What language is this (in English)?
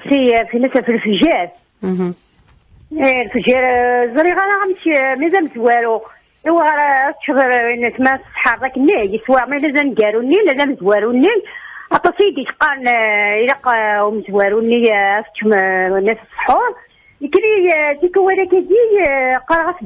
Kabyle